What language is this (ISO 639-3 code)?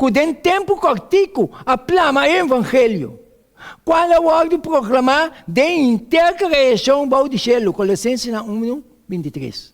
pap